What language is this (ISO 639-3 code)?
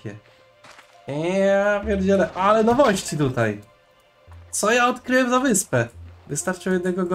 pol